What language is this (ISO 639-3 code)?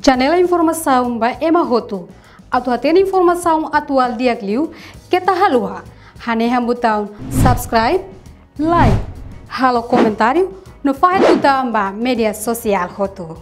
tet